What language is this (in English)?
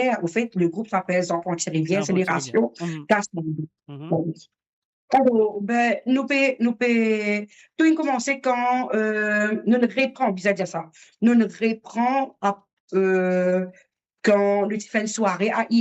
Morisyen